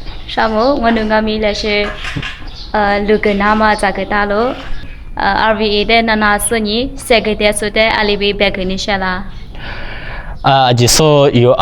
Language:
Lisu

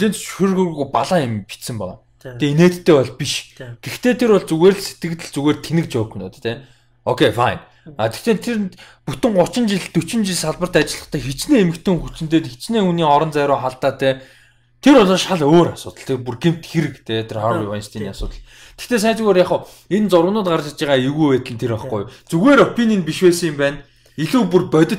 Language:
Mongolian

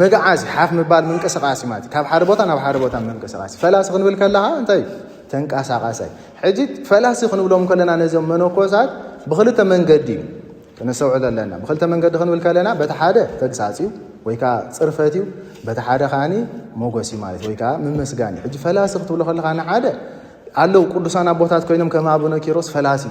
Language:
Tigrinya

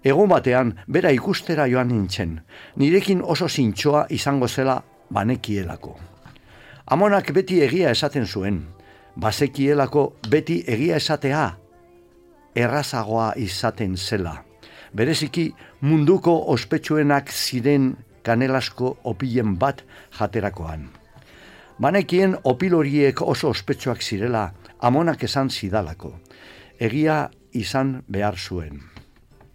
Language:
Basque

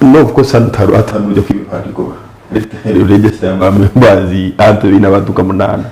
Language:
Nyankole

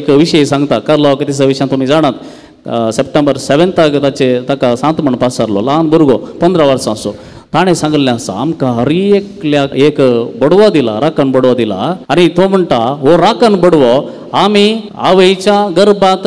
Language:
Konkani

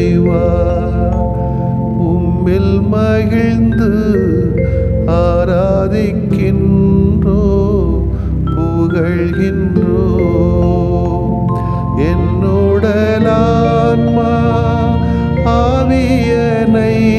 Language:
Tamil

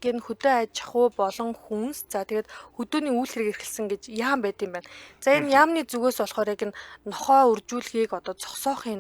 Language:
Mongolian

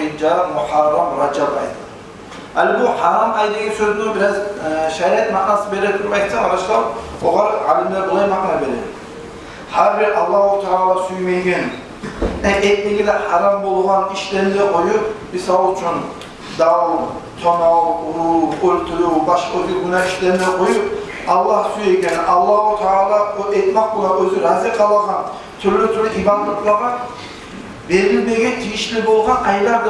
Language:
Kumyk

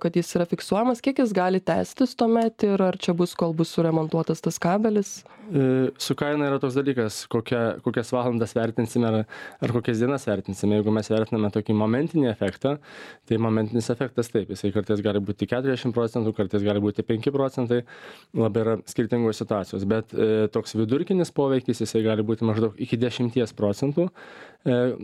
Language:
Lithuanian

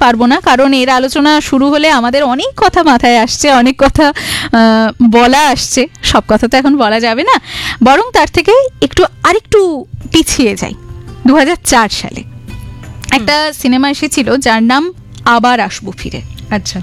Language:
Bangla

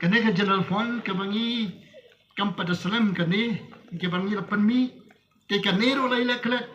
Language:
Khasi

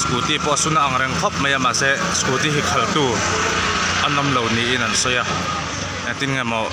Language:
Mizo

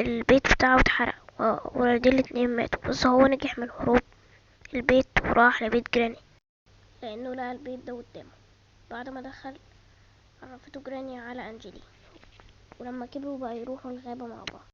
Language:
Egyptian Arabic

